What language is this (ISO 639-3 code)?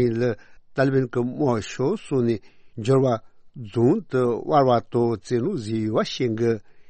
bod